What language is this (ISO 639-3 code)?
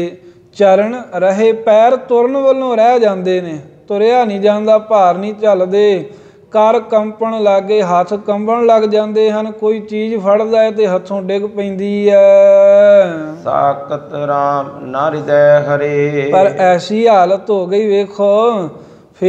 pan